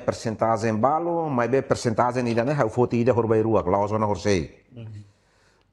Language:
Tetum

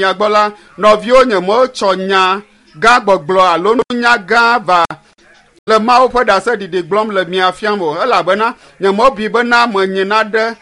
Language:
Ewe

